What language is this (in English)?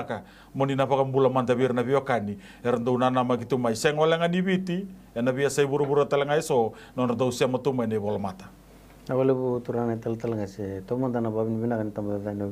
Fijian